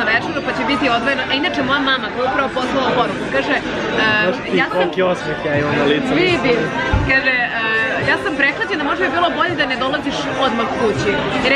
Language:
Serbian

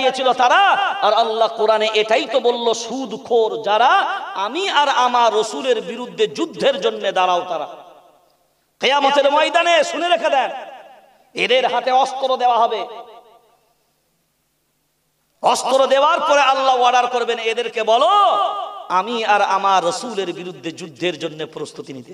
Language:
Bangla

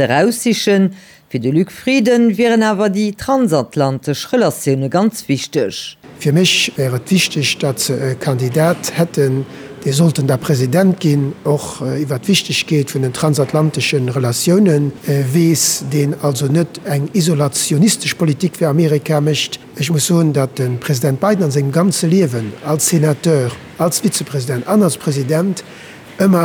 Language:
Luxembourgish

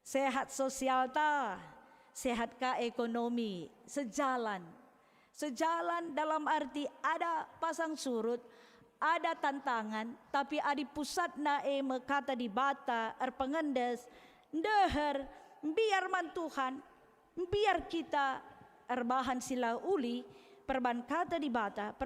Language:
Batak Karo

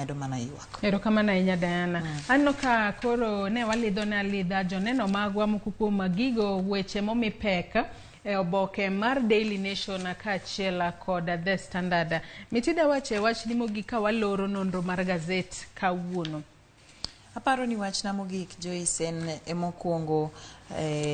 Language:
Luo (Kenya and Tanzania)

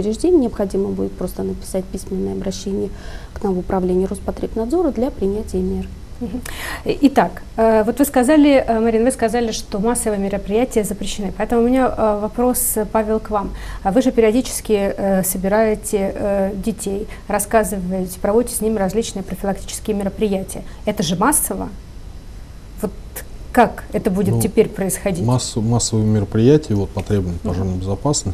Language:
Russian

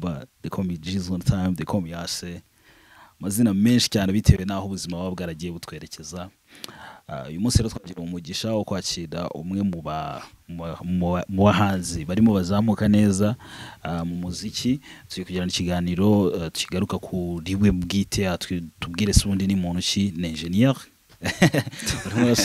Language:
Kinyarwanda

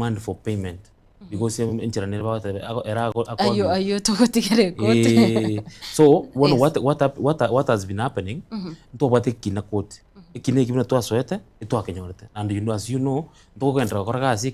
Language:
Gusii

